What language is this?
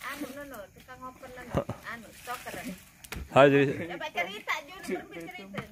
Sasak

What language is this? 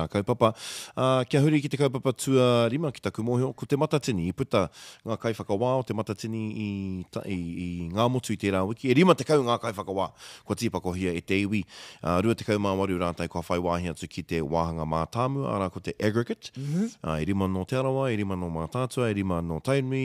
Māori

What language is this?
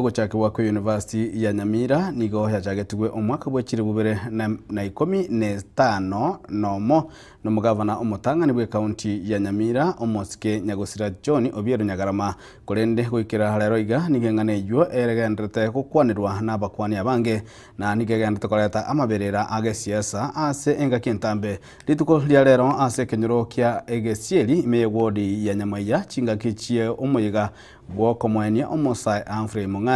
Gusii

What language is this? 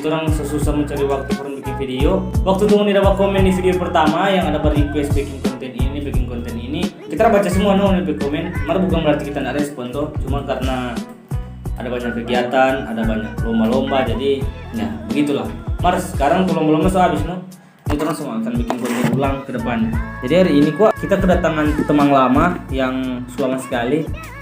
Manado Malay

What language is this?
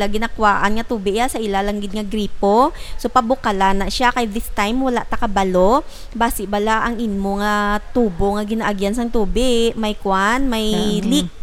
Hiligaynon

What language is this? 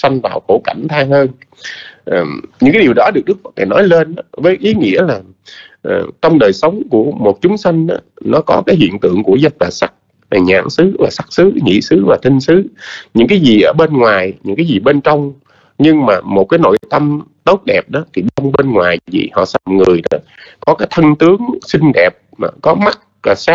Vietnamese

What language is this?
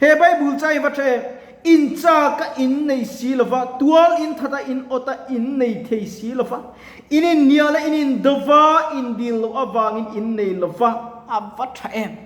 Mizo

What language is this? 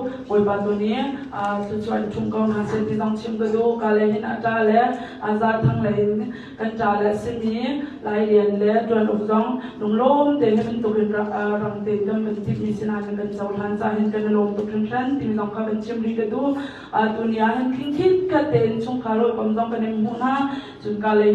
Hakha Chin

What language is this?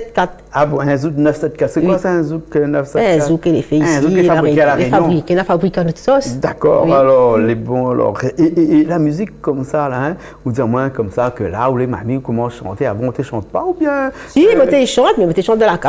Réunion Creole French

